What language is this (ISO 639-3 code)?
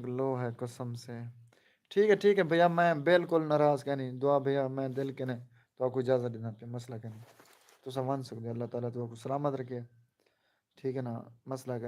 skr